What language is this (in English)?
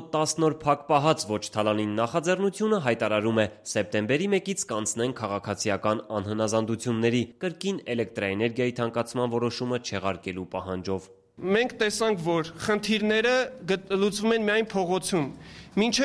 Armenian